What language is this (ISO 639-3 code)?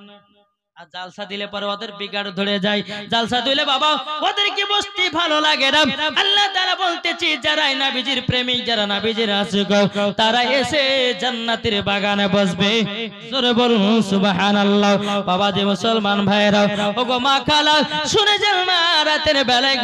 ben